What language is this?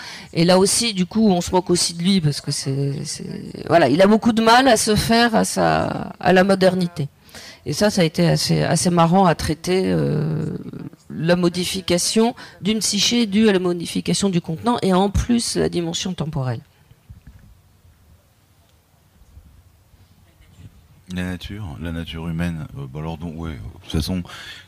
French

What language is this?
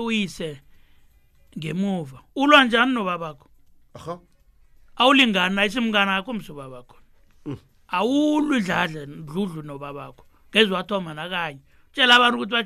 South Ndebele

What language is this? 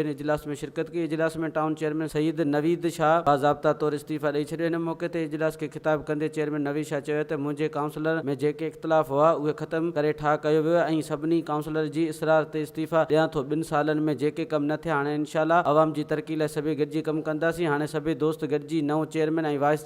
Sindhi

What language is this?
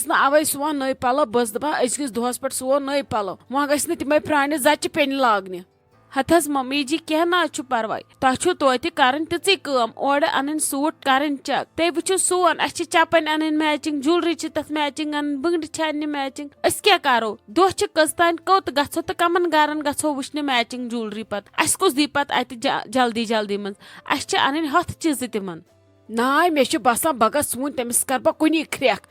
Kashmiri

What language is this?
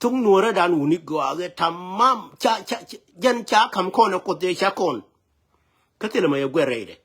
Nuer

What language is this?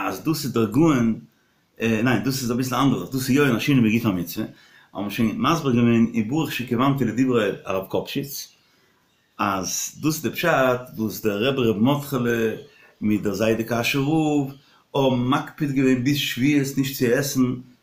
Yiddish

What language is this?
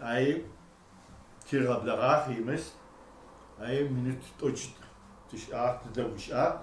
Adyghe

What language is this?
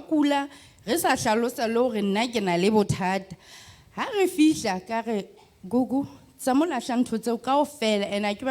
Southern Sotho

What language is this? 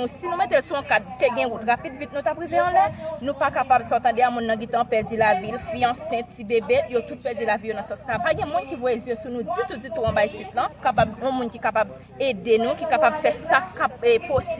Haitian Creole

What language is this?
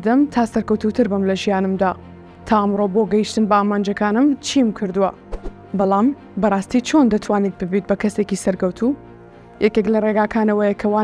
Central Kurdish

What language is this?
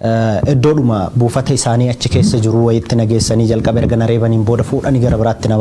Oromo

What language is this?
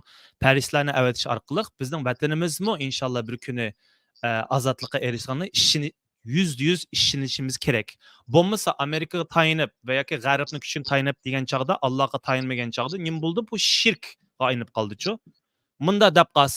Uyghur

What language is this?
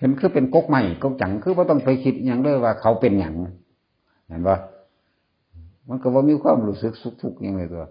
Northeastern Thai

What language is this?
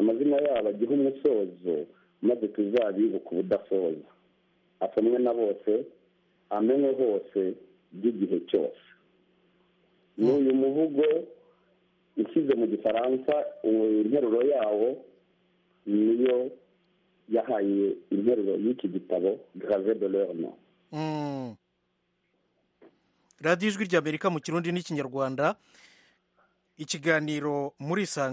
Kinyarwanda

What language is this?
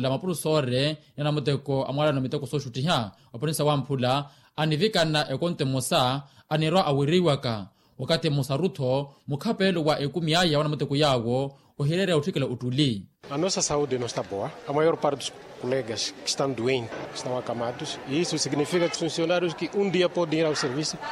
Makhuwa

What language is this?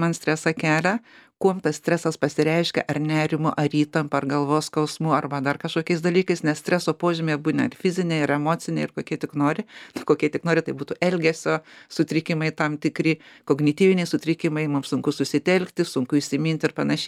Lithuanian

